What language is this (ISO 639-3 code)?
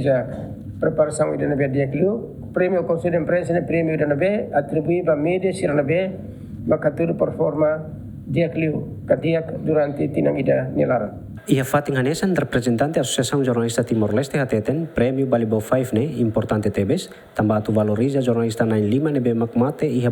tet